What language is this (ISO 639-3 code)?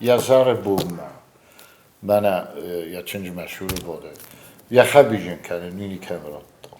oss